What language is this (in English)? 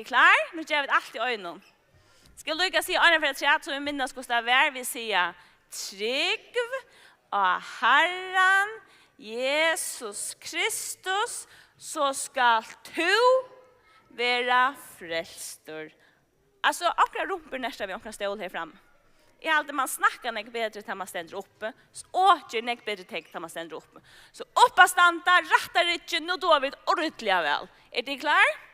Faroese